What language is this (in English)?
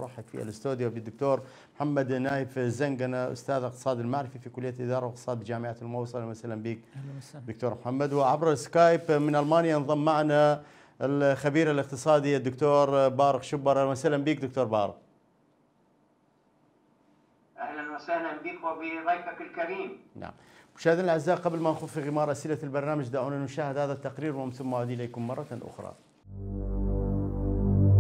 Arabic